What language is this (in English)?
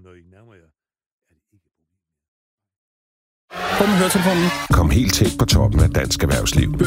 Danish